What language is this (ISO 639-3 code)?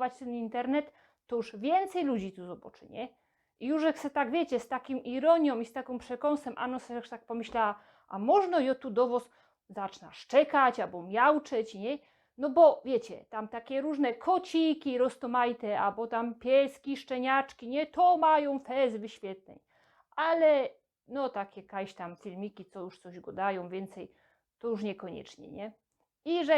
szl